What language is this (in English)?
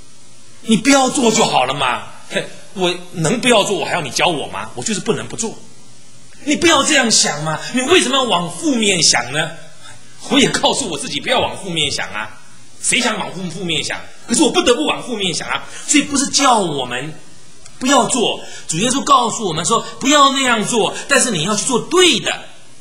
Chinese